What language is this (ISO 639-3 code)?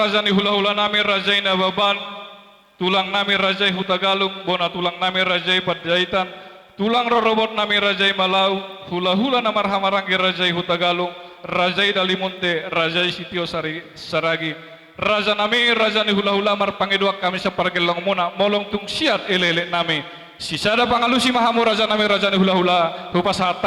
bbc